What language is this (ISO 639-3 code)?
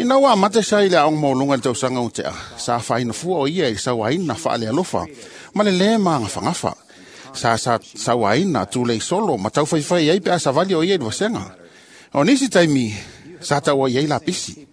smo